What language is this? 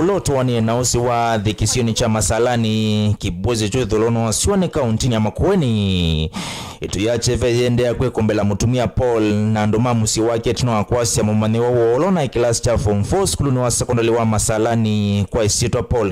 Kamba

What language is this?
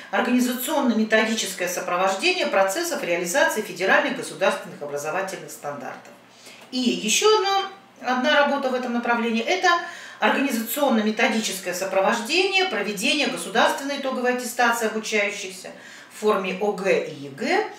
Russian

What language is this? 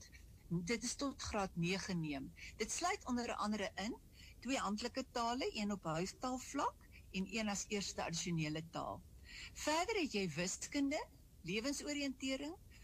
Afrikaans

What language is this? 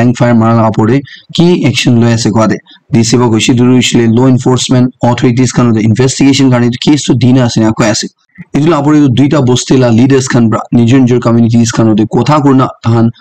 Naga Pidgin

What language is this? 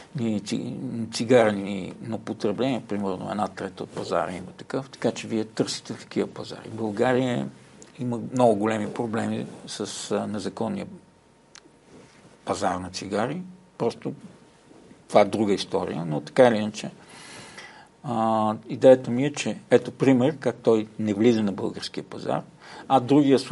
Bulgarian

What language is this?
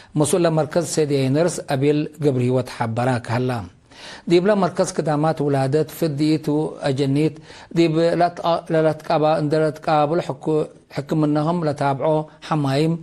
Tigre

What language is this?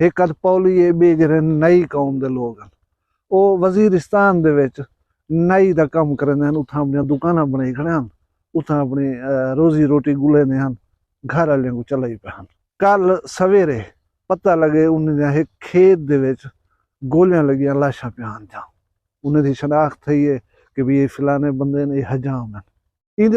Saraiki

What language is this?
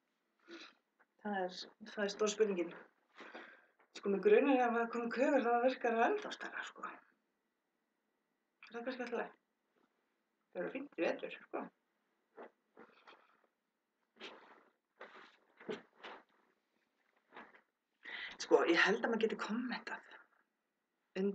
Icelandic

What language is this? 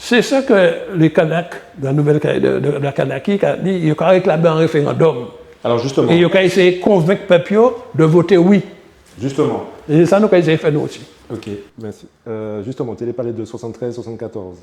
Guadeloupean Creole French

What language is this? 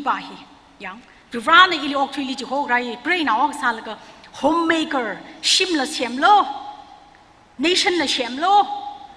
Tangkhul Naga (India)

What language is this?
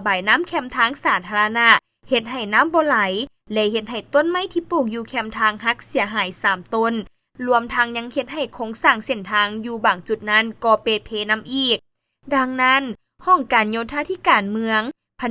Lao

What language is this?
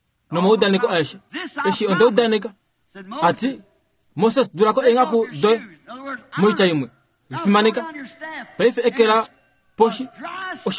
Kuanyama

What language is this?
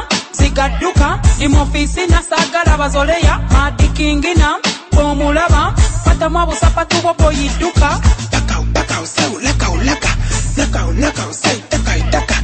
Swahili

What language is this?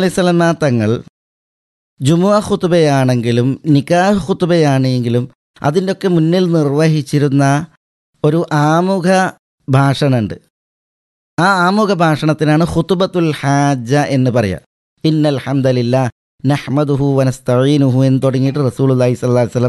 Malayalam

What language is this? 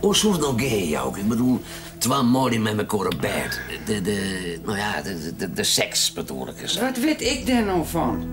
Western Frisian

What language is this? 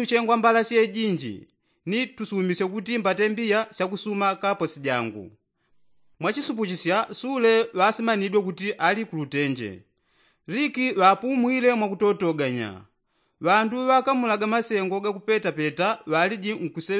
Yao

